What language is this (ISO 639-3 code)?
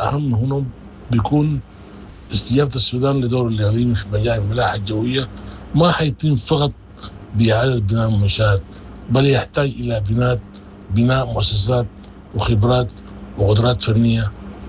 apd